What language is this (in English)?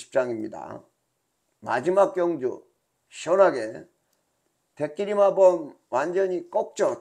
Korean